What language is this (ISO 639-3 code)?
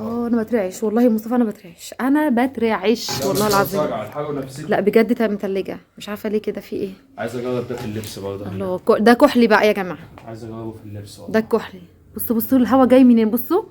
arz